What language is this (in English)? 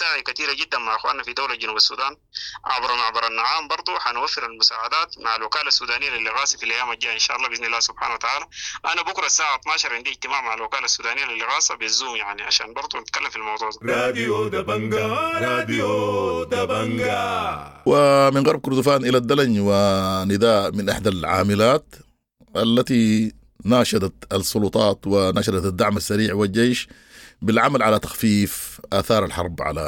Sudanese Arabic